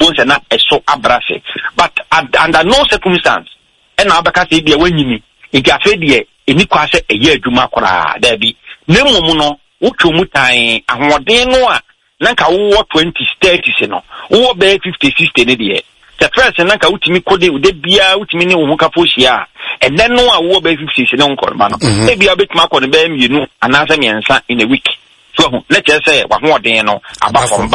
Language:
Akan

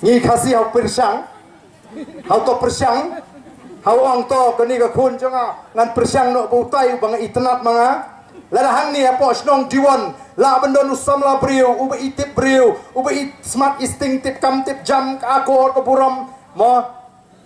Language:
Khasi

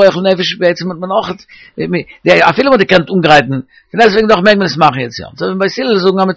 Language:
Yiddish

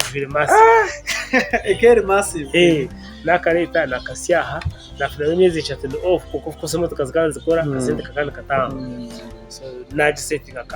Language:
Nyankole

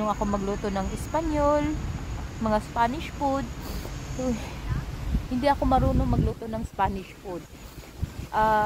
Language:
Filipino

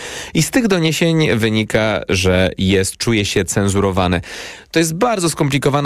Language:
Polish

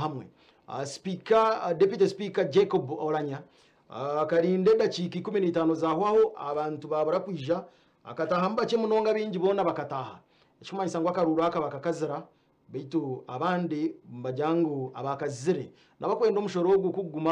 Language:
Nyankole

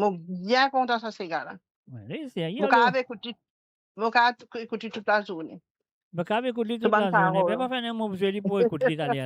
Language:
Morisyen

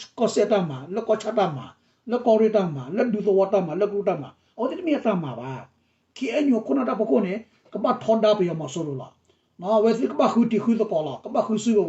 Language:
S'gaw Karen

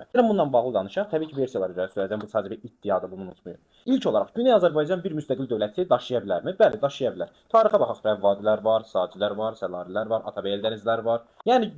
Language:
Azerbaijani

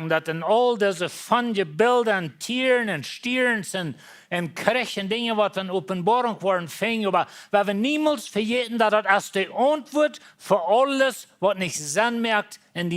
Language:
Plautdietsch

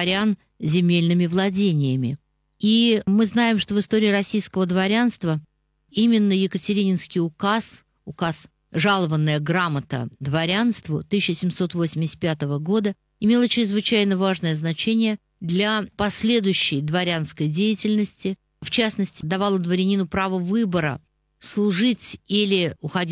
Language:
Russian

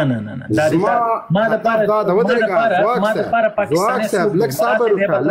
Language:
Pashto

